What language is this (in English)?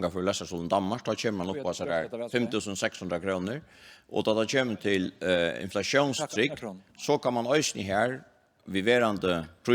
Faroese